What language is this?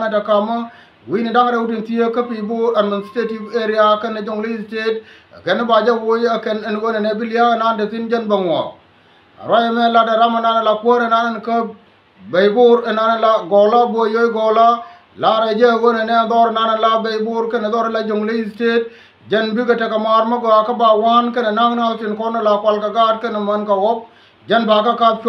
Nuer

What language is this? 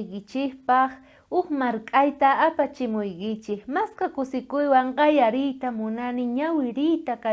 South Bolivian Quechua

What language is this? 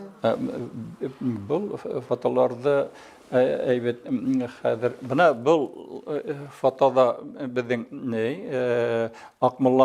Bashkir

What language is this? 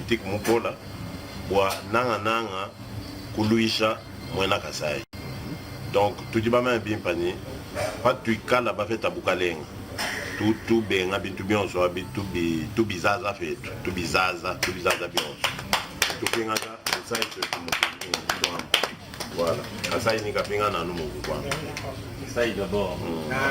Luba-Lulua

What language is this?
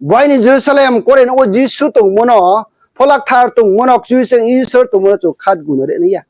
Riang (India)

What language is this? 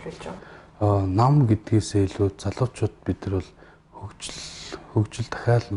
Mongolian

